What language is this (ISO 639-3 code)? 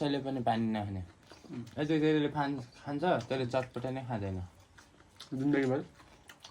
nep